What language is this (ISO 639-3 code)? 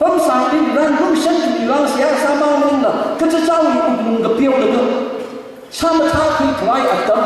nmf